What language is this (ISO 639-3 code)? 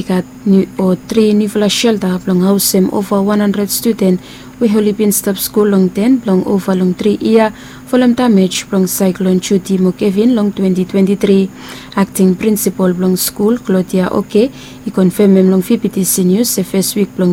bis